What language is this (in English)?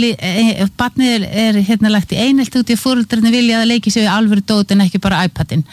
Icelandic